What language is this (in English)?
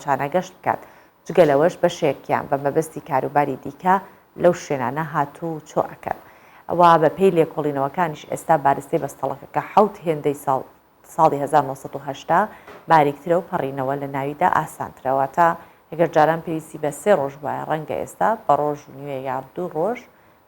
Central Kurdish